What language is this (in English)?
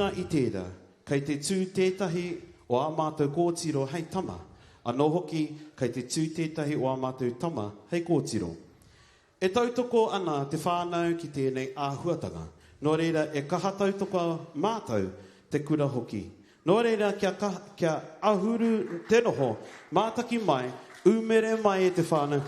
Māori